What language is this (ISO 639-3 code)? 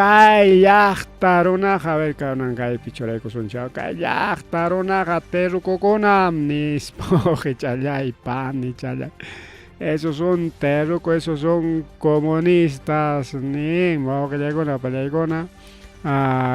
quy